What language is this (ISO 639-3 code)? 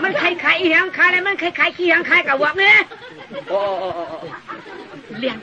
shn